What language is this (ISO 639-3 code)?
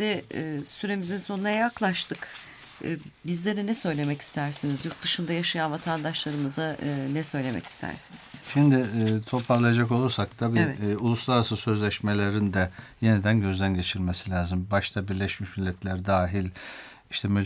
tur